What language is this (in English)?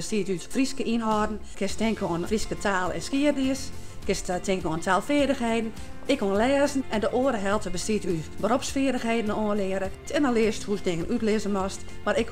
Western Frisian